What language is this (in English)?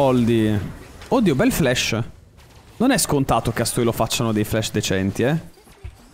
Italian